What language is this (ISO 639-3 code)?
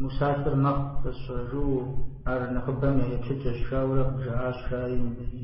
kbd